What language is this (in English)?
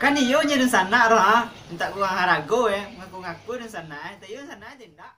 Minangkabau